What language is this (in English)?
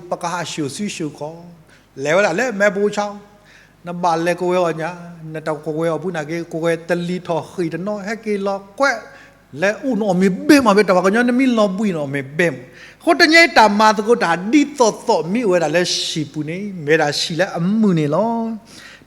S'gaw Karen